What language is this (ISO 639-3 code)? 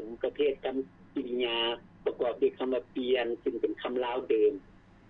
lao